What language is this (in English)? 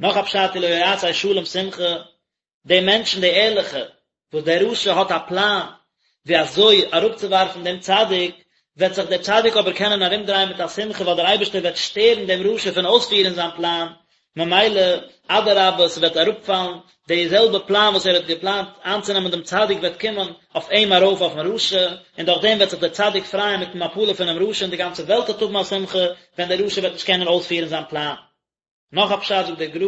Yiddish